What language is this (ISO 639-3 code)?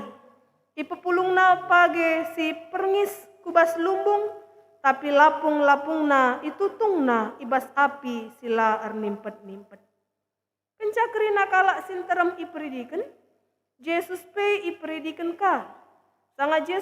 btx